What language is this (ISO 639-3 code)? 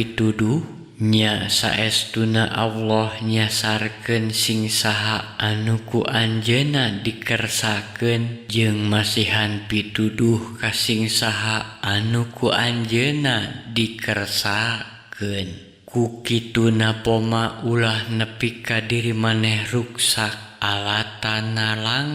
sun